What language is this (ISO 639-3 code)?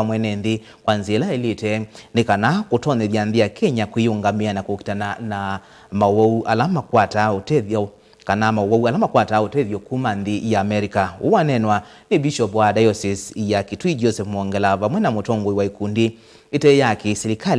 kam